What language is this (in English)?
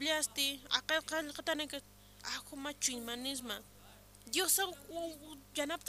Aymara